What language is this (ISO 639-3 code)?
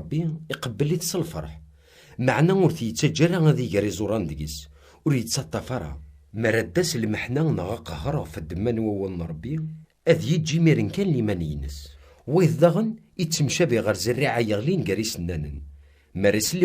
kab